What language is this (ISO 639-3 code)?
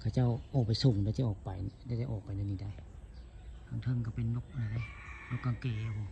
tts